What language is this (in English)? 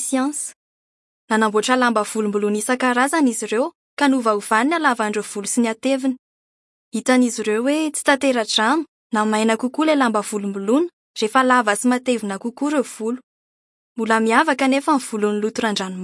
Malagasy